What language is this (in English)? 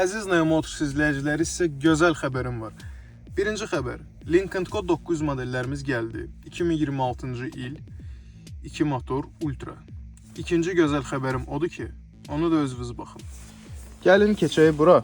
Azerbaijani